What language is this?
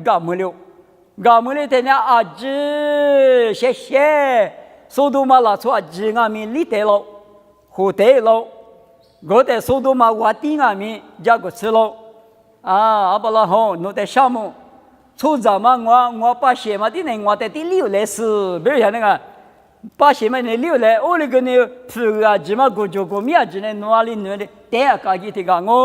Lisu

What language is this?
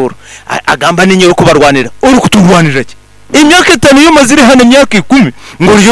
Nyankole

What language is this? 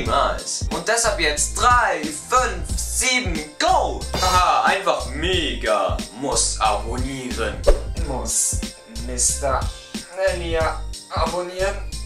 Swiss German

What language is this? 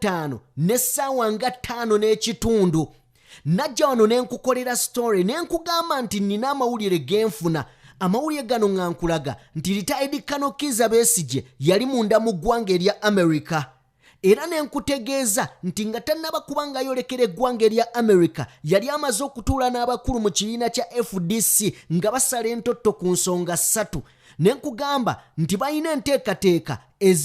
Ganda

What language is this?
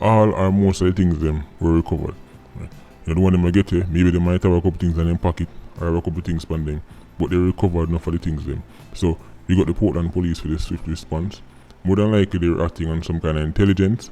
Jamaican Creole English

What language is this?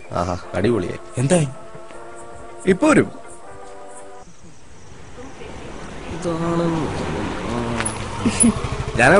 Malayalam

